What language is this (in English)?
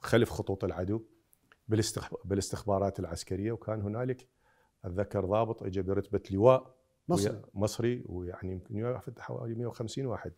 Mesopotamian Arabic